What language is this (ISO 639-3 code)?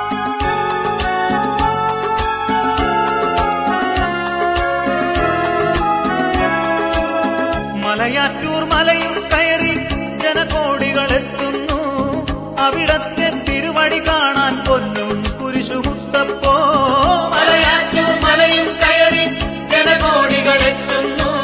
mal